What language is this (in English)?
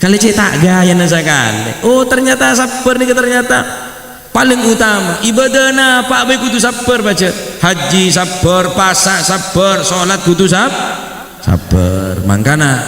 Madurese